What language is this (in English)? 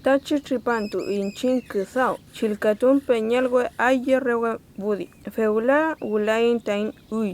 Mapuche